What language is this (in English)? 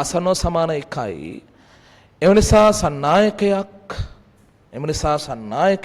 Sinhala